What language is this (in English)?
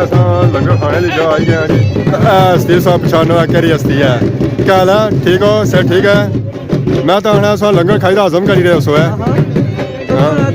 Pahari-Potwari